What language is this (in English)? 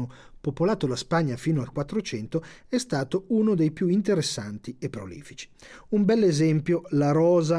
Italian